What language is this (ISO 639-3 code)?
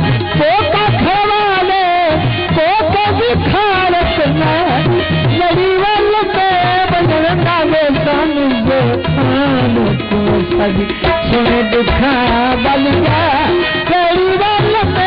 skr